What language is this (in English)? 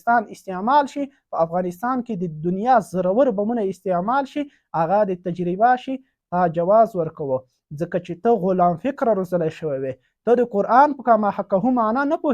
Pashto